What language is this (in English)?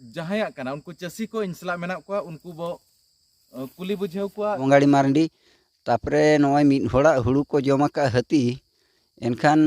Santali